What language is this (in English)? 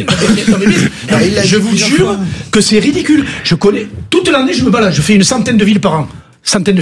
French